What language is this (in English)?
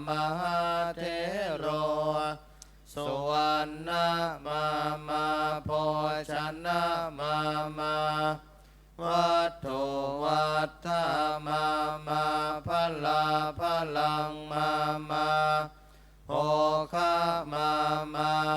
Pali